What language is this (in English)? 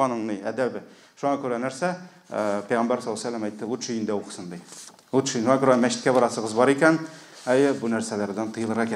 Tatar